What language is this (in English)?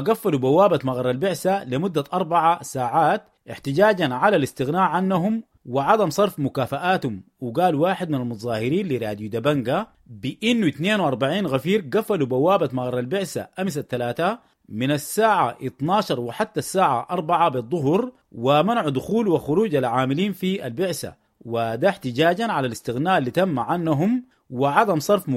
Sudanese Arabic